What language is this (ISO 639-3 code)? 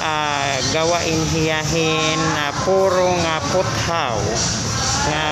war